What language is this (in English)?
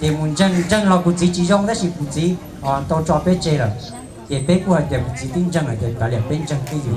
Hmong